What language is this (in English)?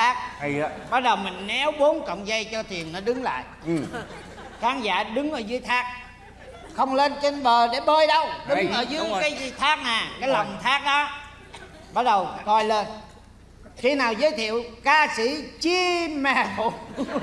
Vietnamese